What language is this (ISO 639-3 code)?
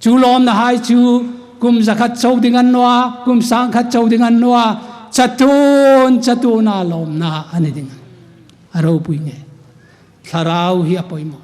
hmr